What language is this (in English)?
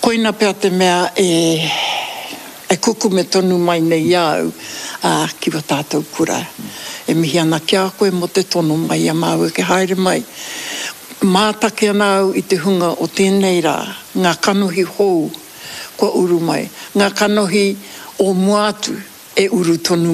Māori